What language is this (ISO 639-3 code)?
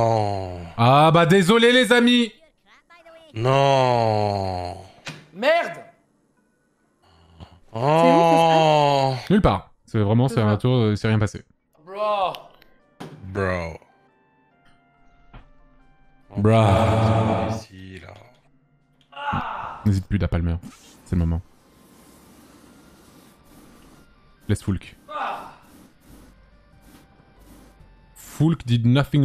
fra